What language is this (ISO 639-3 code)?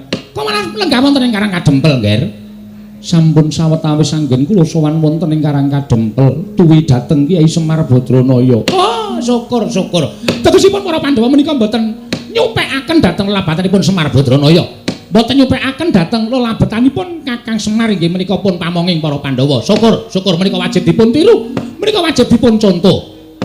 jav